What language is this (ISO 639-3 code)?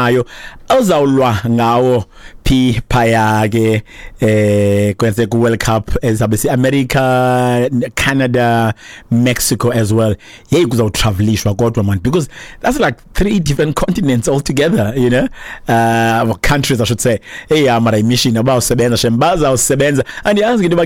xho